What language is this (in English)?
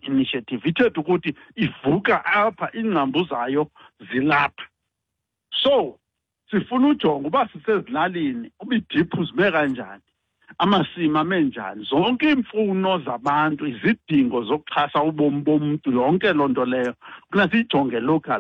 Xhosa